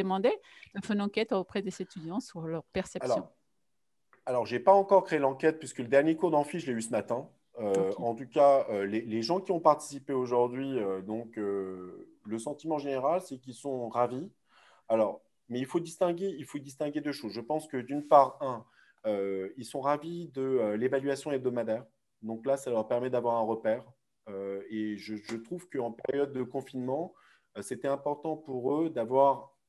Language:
French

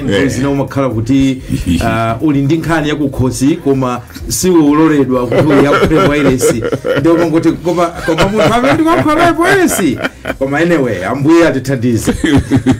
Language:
Nyanja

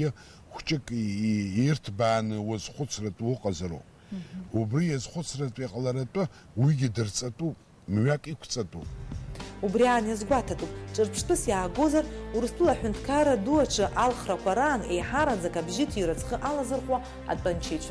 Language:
Abkhazian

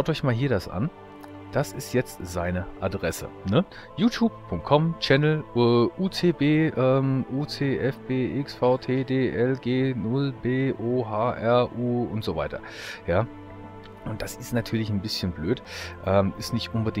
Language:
German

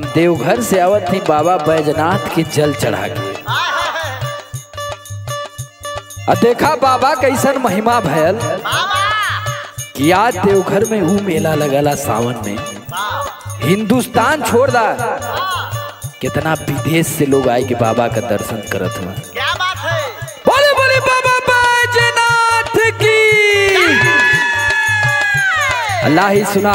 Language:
Bhojpuri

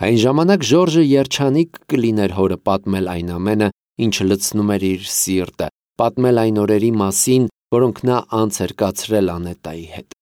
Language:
Armenian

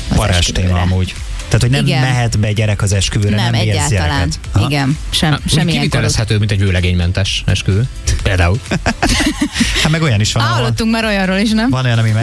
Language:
Hungarian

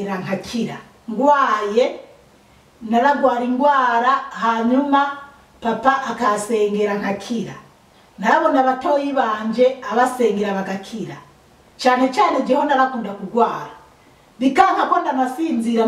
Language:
Rundi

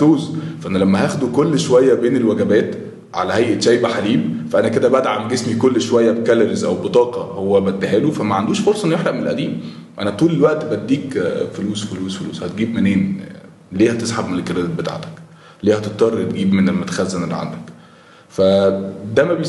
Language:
Egyptian Arabic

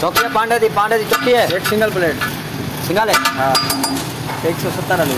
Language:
Saraiki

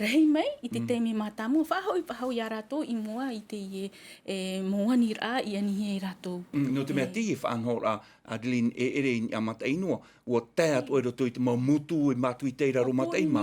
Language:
Tahitian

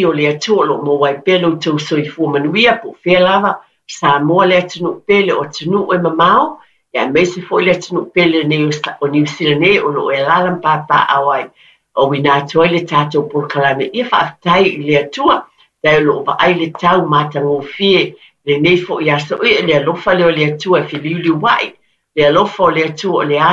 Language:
Samoan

